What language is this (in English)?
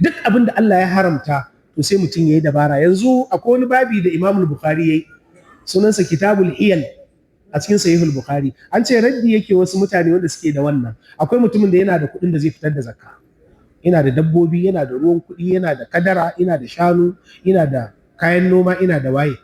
Hausa